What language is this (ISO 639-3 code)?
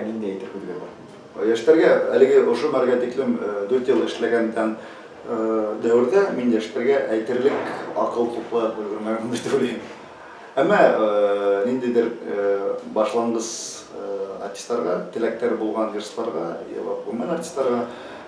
bak